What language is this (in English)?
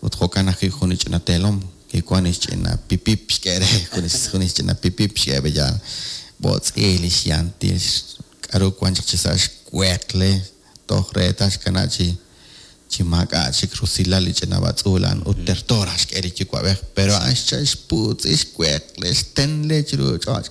Kekchí